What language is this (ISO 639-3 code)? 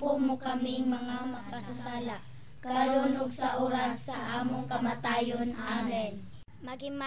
ceb